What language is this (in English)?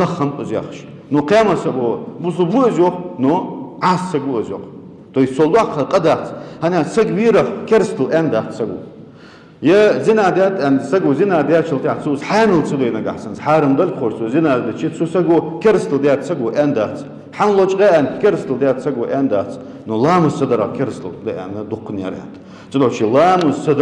Ingush